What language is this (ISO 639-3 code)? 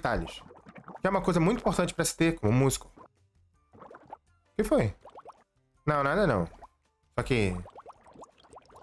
por